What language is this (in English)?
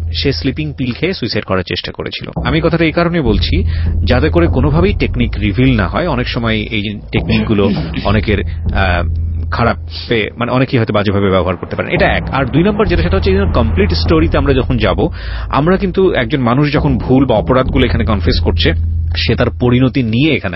Bangla